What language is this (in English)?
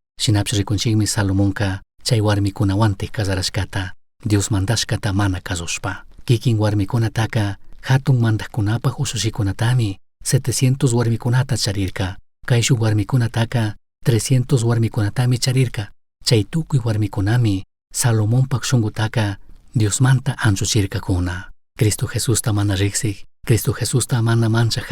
Chimborazo Highland Quichua